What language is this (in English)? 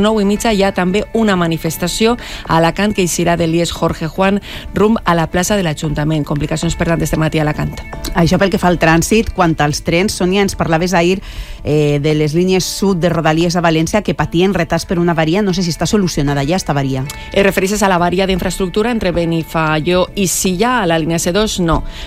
Catalan